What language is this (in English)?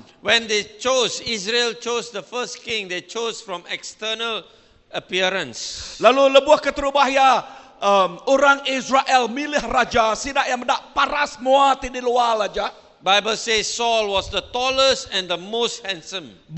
Iban